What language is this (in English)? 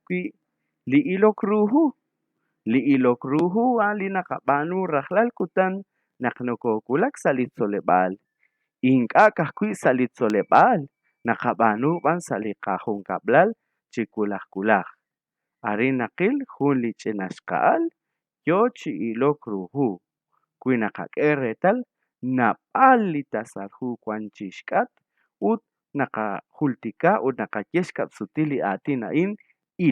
Kekchí